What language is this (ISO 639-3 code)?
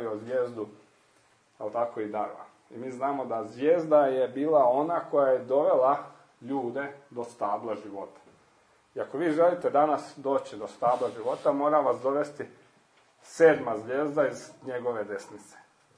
hrv